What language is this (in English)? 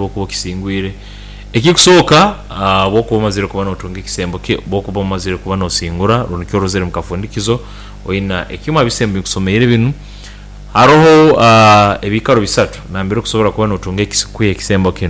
Nyankole